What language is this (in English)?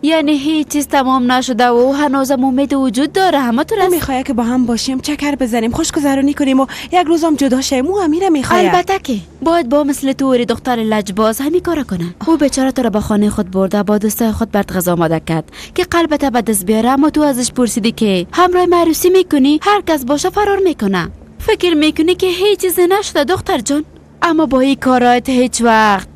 Persian